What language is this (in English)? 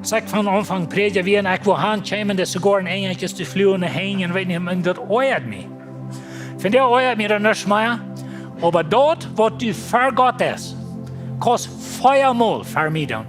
Plautdietsch